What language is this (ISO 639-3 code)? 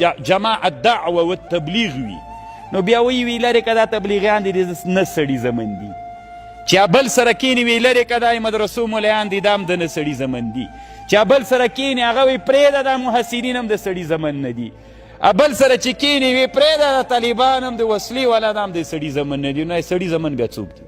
pus